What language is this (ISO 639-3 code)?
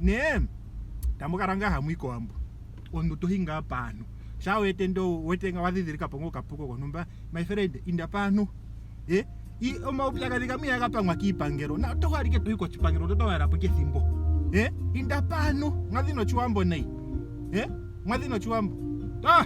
ndo